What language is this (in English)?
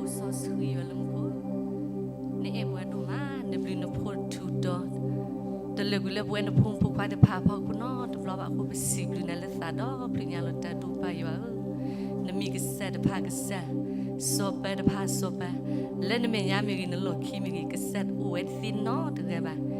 S'gaw Karen